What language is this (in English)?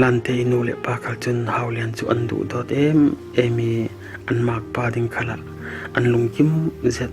Falam Chin